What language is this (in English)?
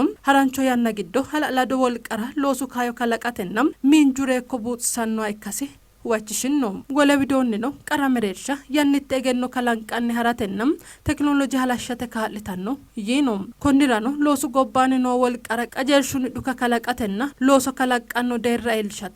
Sidamo